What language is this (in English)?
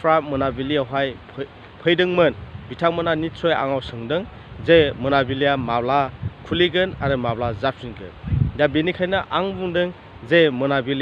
Bodo